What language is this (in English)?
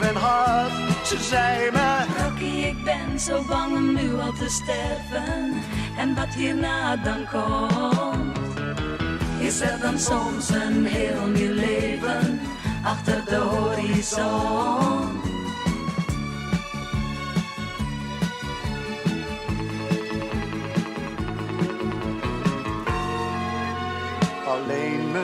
Dutch